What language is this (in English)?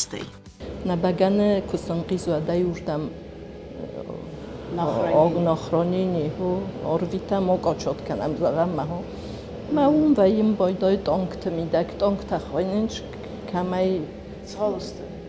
Ossetic